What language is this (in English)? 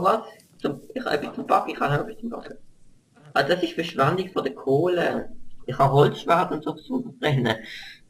Swiss German